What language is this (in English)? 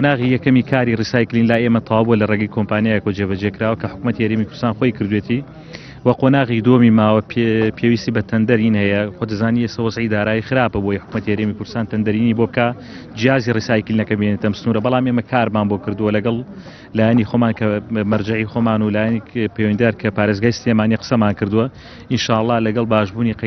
Central Kurdish